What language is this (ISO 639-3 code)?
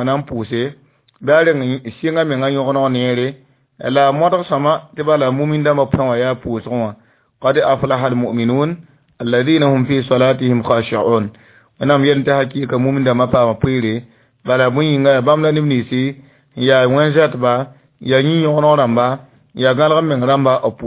mos